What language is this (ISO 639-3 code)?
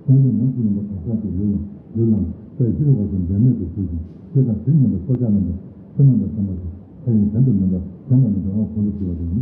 bod